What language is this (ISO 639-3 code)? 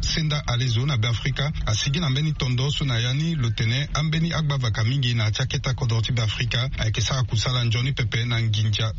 sag